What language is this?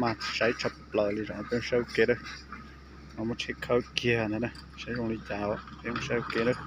Hmong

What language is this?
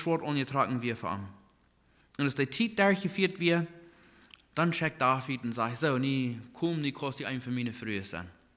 Plautdietsch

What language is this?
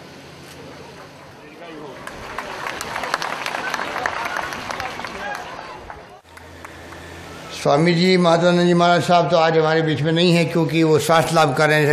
Hindi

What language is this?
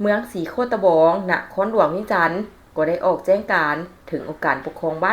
Lao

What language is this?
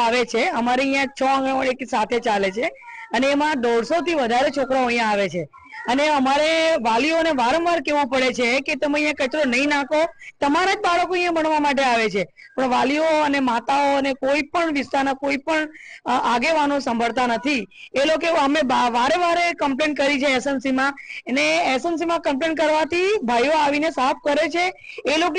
Gujarati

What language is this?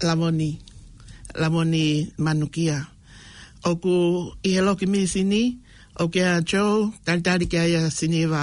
Tongan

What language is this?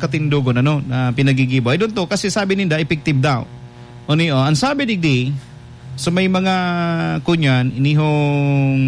Bikol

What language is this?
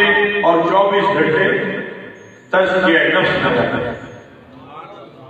Urdu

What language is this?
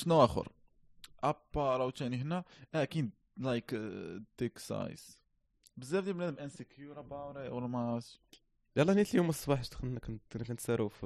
Moroccan Arabic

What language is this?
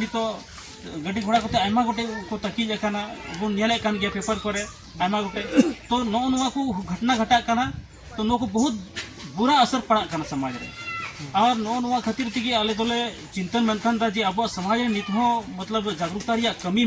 Santali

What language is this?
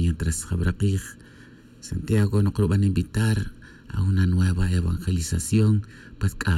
Tz'utujil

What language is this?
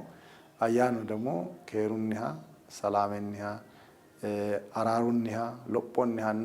Sidamo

